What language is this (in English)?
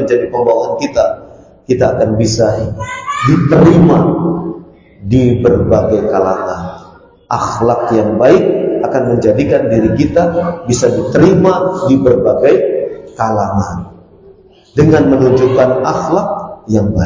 Indonesian